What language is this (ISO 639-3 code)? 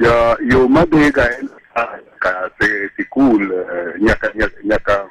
luo